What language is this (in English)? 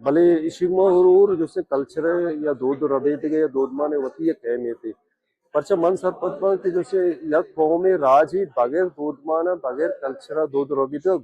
Baluchi